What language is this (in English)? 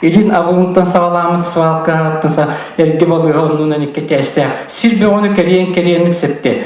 Yakut